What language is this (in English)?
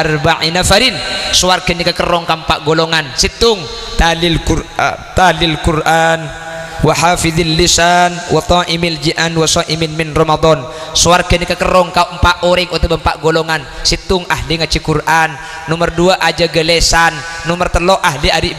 Madurese